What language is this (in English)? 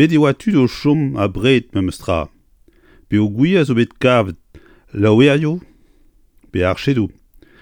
Breton